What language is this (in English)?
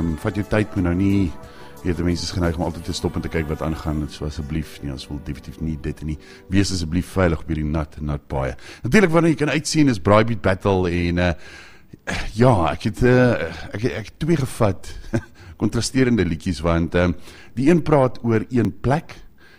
Afrikaans